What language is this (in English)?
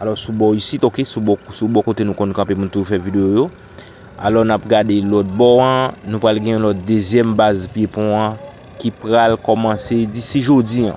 Haitian Creole